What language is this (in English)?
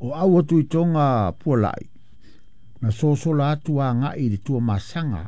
Samoan